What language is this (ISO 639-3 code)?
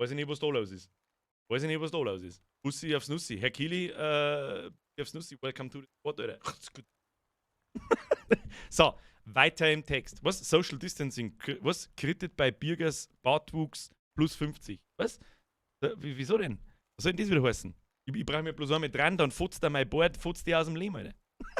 bar